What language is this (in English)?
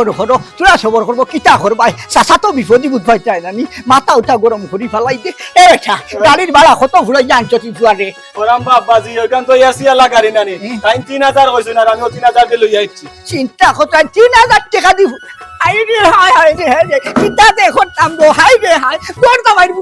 Sylheti